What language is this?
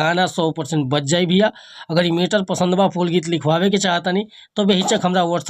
Bhojpuri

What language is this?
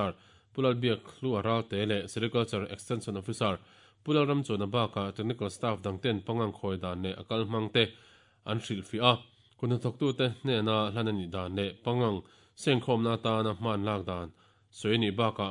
Mizo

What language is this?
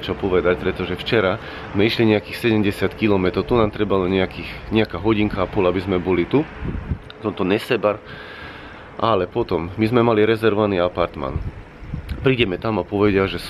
Slovak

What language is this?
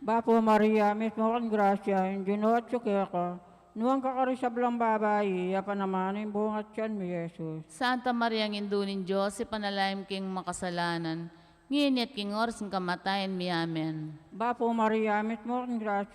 Pampanga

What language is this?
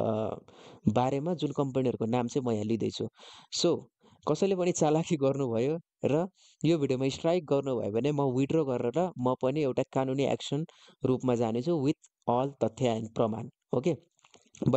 Nepali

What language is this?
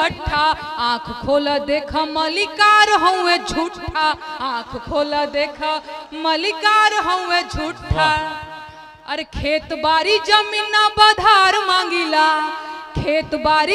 Bhojpuri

